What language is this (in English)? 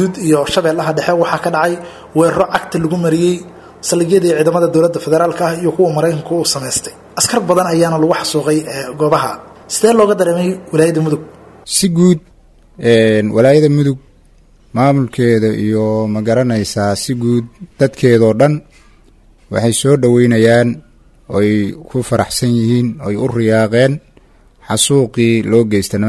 Somali